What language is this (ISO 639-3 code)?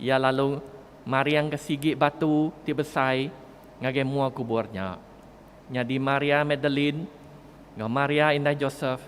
iba